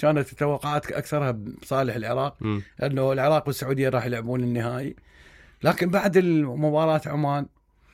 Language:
Mesopotamian Arabic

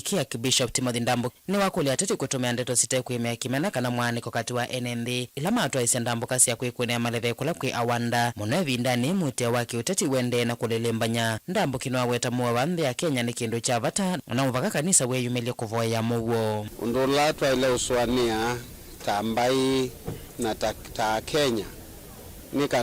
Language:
Kamba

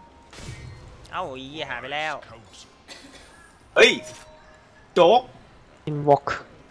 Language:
Thai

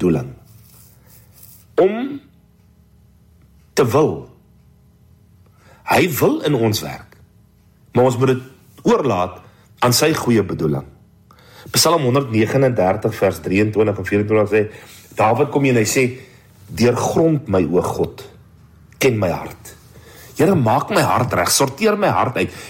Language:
Afrikaans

